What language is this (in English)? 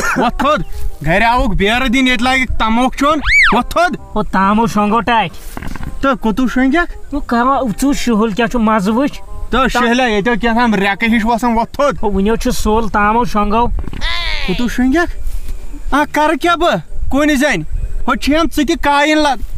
Kashmiri